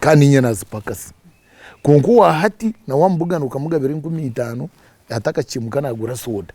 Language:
Nyankole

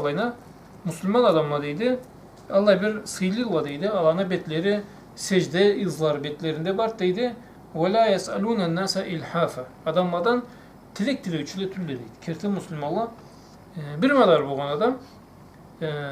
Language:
Karachay-Balkar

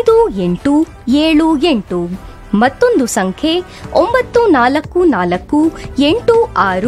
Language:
Kannada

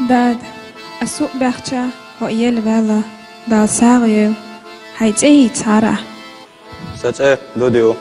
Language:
Chechen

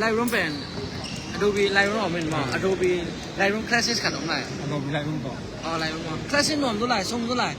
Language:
Tedim Chin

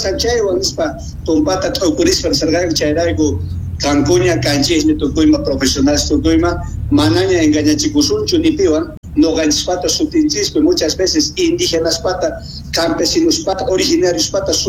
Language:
South Bolivian Quechua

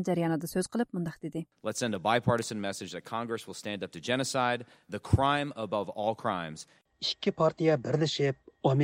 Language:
Uyghur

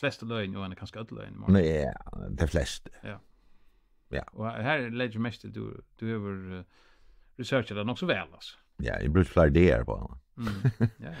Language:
Faroese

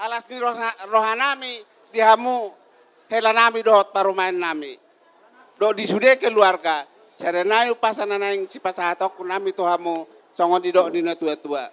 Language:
Batak Toba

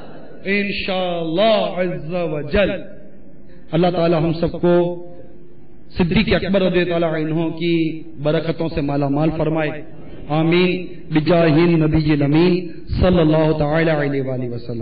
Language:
Urdu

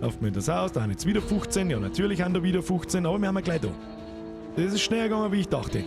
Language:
Bavarian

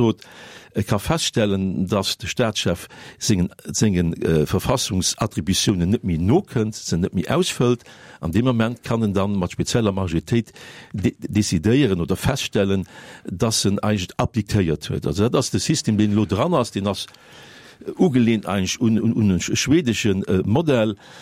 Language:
Luxembourgish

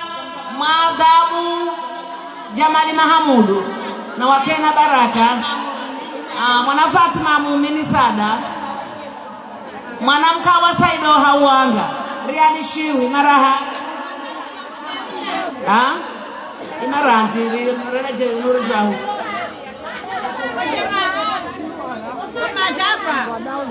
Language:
Swahili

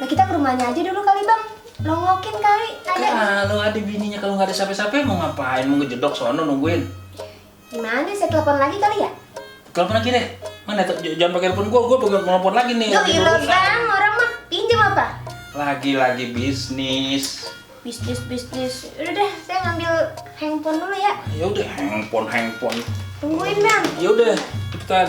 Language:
Betawi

